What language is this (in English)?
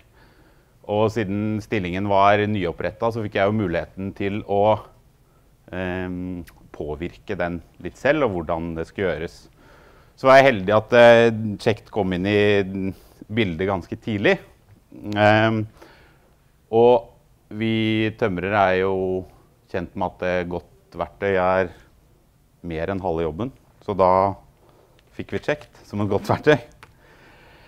Norwegian